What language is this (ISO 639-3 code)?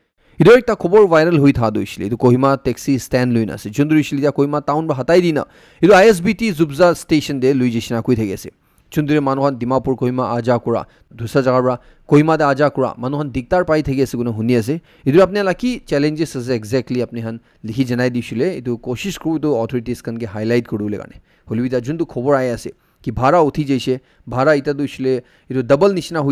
nag